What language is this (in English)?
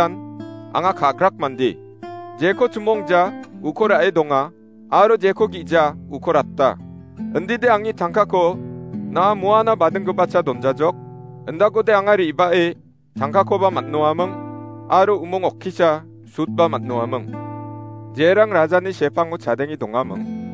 Garo